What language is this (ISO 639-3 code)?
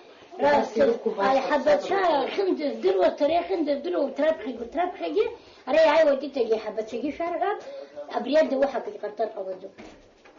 abk